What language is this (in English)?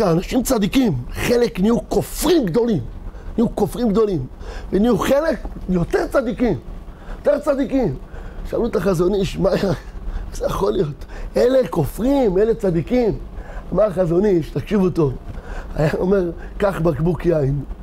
Hebrew